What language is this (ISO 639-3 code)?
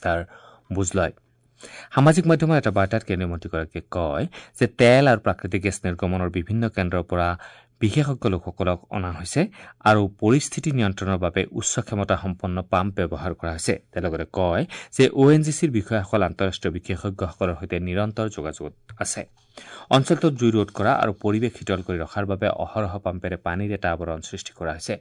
asm